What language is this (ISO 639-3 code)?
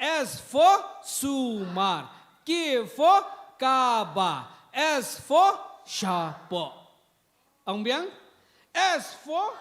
kha